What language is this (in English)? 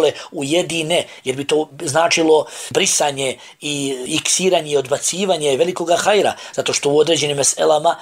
Bosnian